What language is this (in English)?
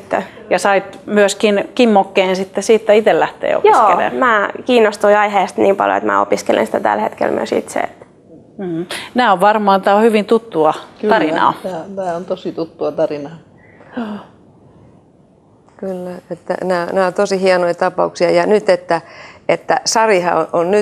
Finnish